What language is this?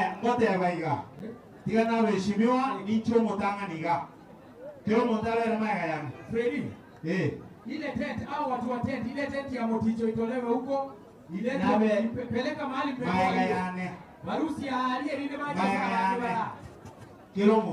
Gusii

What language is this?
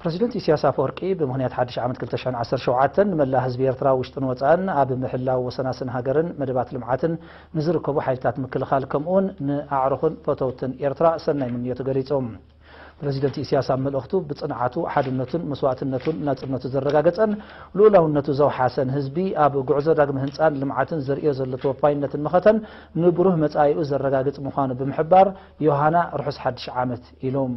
Tigrinya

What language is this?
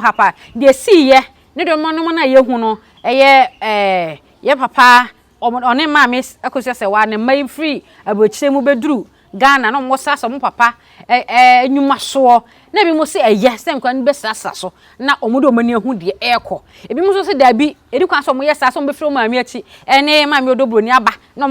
Akan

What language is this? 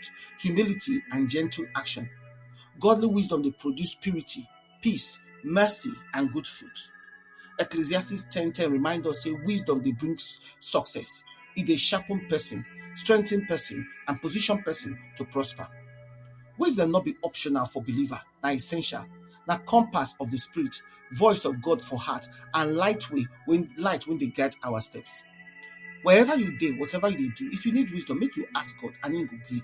Nigerian Pidgin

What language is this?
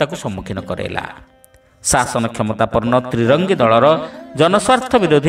Odia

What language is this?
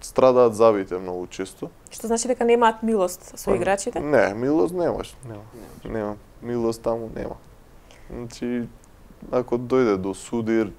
Macedonian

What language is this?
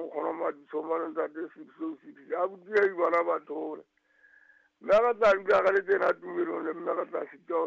Southern Sotho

